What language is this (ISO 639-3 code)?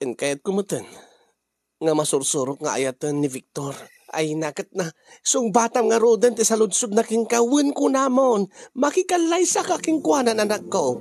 ilo